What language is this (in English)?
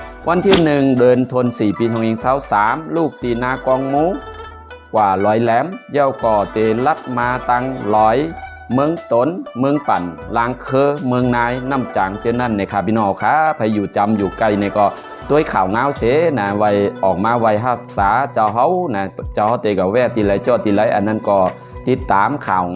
Shan